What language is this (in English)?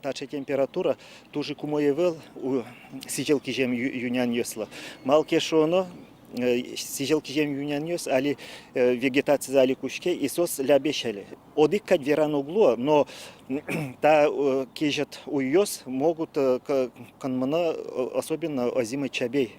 Udmurt